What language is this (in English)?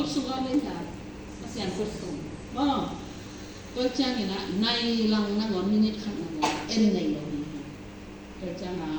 Tedim Chin